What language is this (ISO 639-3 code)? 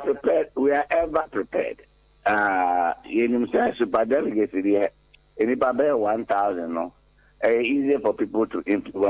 aka